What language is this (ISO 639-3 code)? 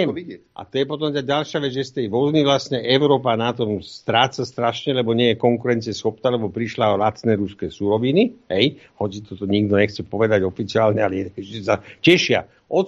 slk